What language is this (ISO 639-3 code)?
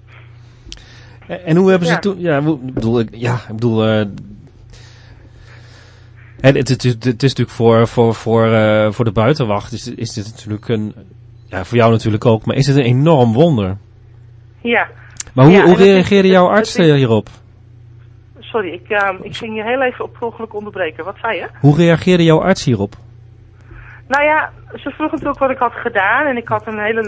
nld